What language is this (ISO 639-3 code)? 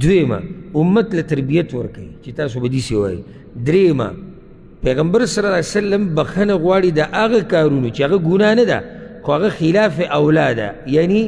pus